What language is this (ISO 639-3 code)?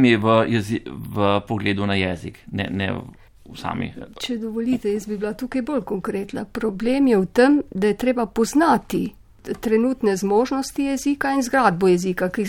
slv